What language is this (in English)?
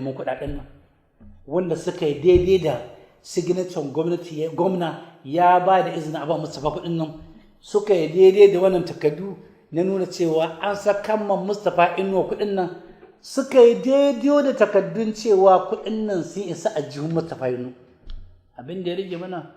Hausa